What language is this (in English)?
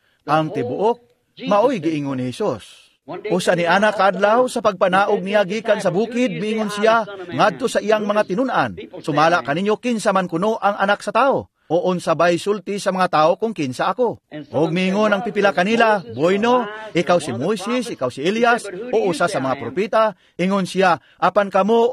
Cebuano